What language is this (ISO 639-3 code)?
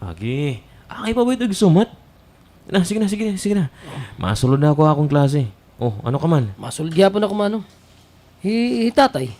war